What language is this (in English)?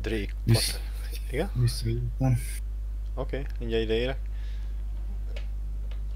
Hungarian